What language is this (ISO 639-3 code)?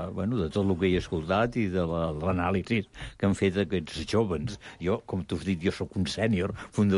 cat